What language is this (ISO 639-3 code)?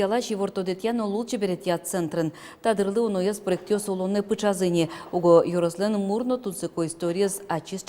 udm